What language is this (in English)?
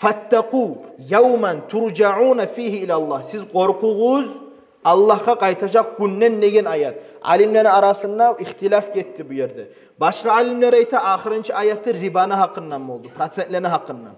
Kumyk